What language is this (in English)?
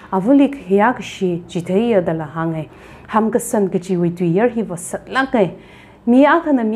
Tangkhul Naga (India)